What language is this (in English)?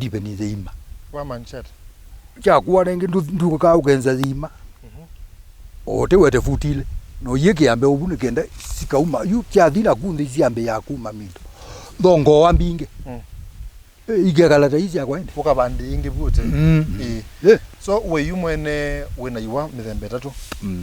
Kamba